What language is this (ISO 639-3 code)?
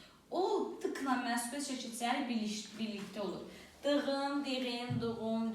aze